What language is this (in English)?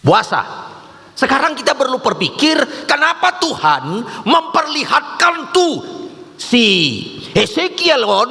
Batak Toba